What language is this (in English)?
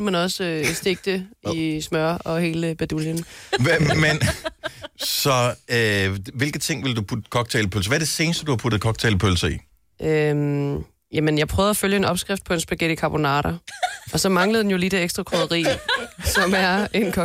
Danish